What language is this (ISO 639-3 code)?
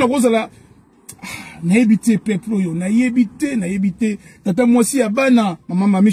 lin